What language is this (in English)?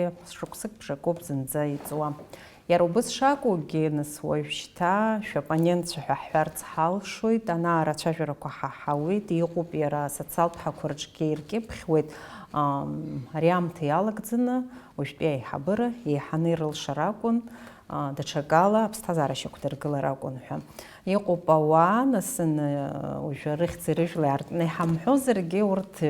Abkhazian